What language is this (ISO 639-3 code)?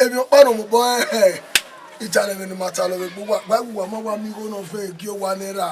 bin